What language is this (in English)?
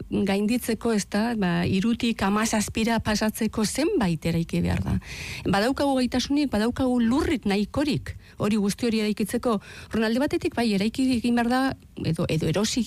Basque